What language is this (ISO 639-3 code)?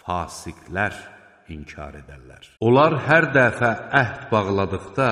aze